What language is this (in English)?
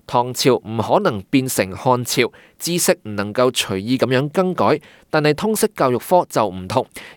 Cantonese